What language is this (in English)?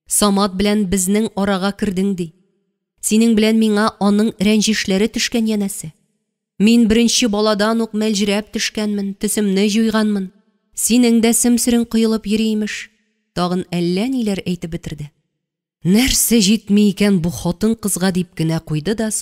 Tatar